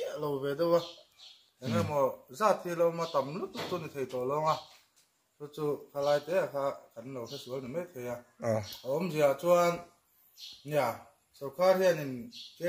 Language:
Mizo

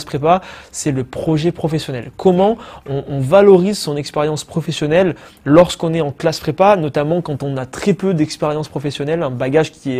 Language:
French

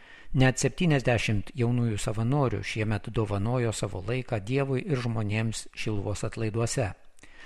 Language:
Lithuanian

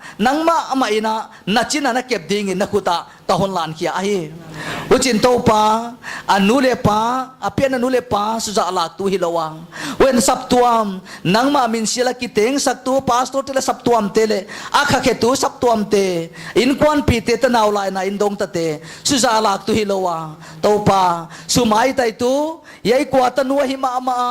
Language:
Paite Chin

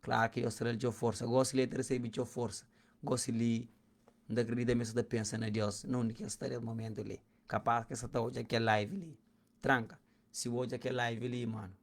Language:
Kabuverdianu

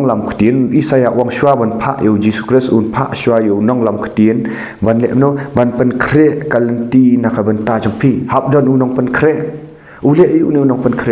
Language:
Khasi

